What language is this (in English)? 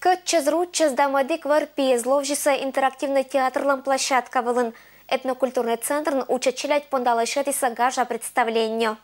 Komi-Permyak